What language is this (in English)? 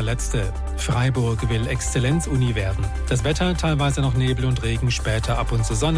German